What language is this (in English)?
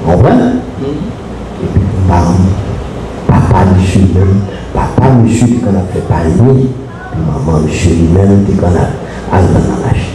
Haitian Creole